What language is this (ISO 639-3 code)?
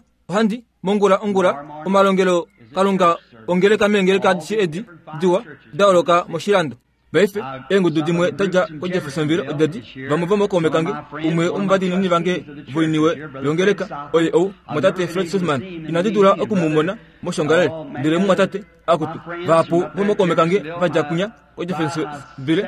kua